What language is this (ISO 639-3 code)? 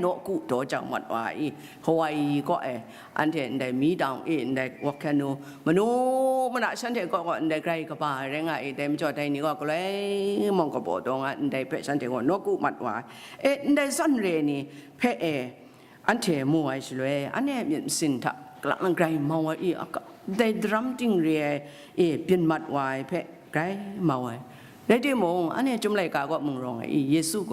kac